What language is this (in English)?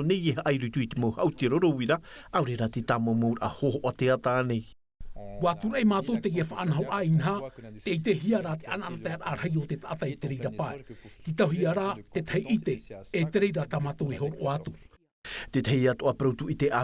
Tahitian